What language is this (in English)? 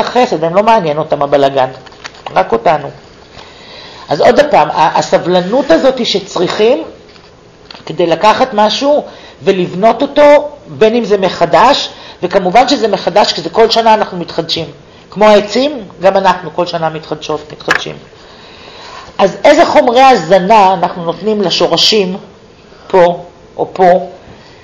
Hebrew